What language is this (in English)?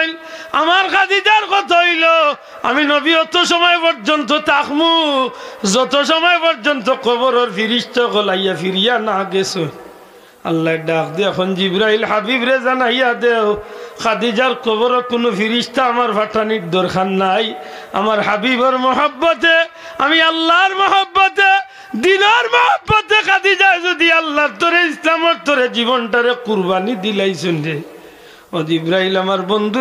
Sylheti